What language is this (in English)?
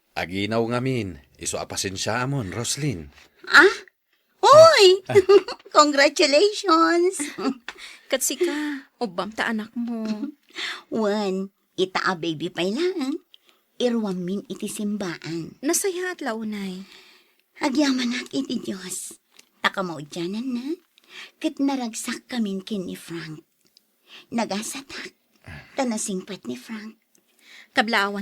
Iloko